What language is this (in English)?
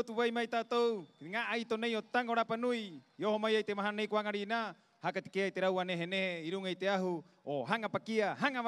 Rapanui